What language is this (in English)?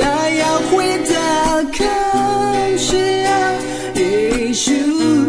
Akha